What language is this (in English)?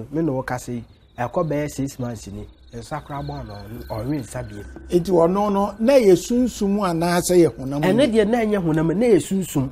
Akan